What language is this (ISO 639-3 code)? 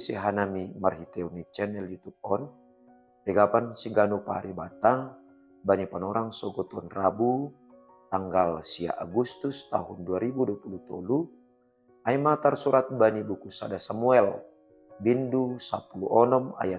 bts